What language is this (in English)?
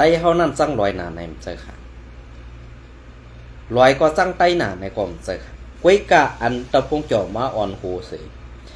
Shan